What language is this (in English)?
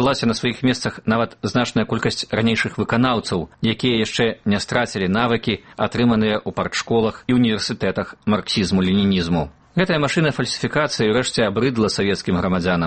Belarusian